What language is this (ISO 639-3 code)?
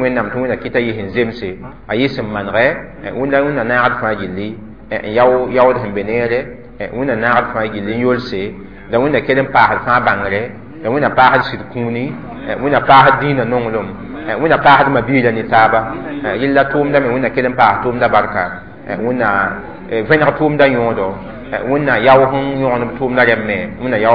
mos